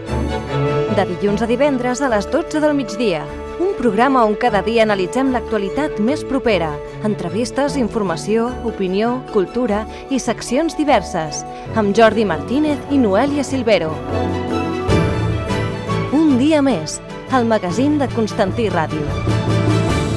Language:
Catalan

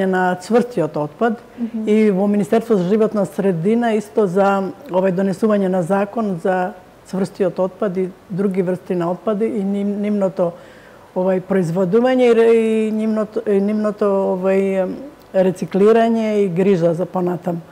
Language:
Macedonian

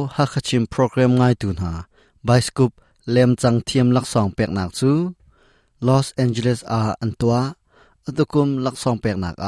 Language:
Hakha Chin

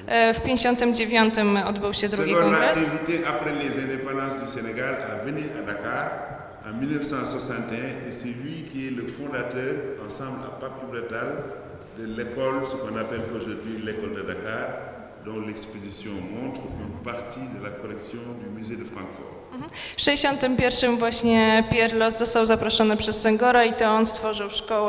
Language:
Polish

